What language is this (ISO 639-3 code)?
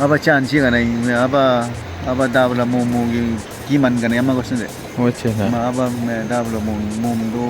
kwi